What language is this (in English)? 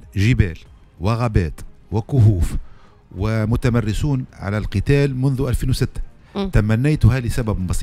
Tunisian Arabic